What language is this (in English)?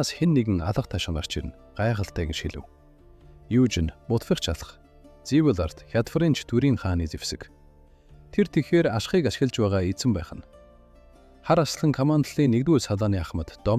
Mongolian